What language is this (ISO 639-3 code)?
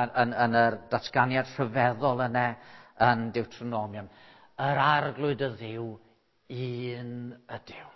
cym